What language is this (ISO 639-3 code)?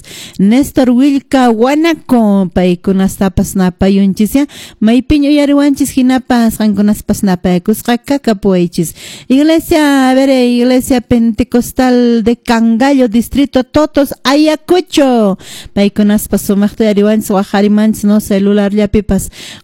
que